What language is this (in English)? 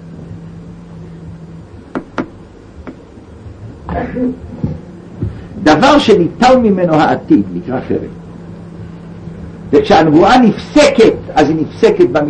Hebrew